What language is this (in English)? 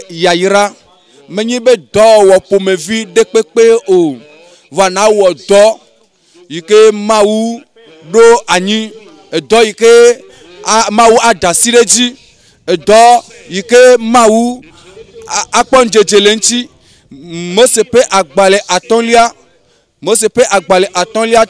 Ewe